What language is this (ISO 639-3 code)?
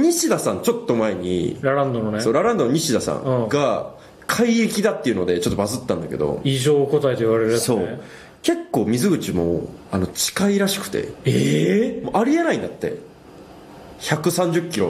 jpn